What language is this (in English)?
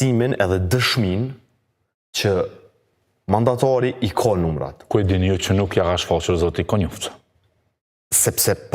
Albanian